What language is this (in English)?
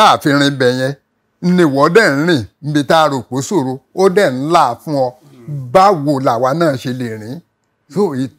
Yoruba